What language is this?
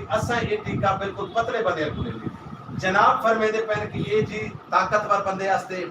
Saraiki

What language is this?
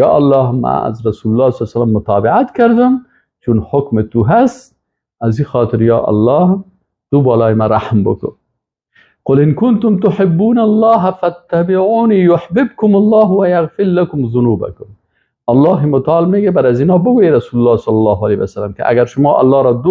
Persian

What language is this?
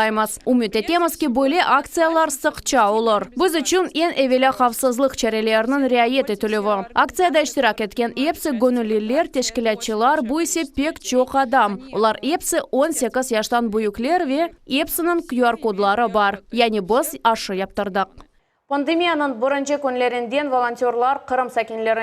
Crimean Tatar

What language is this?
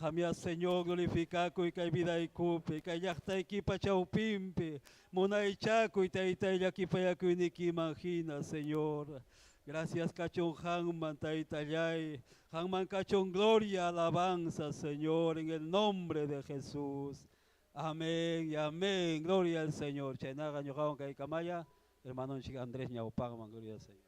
Ayacucho Quechua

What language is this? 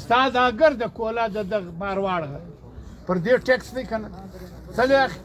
Pashto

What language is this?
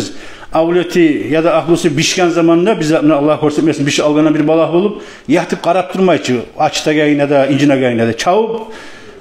Kumyk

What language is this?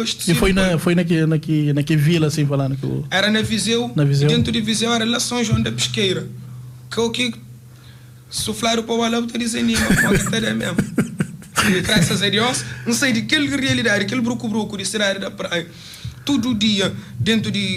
Kabuverdianu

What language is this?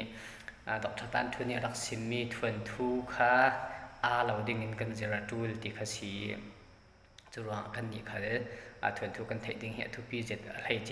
Falam Chin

